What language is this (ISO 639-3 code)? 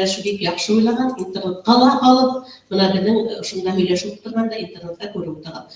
bak